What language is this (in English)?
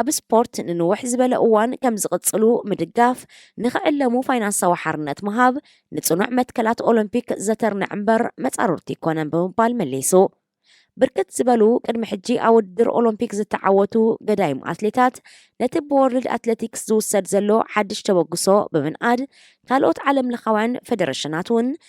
Tigrinya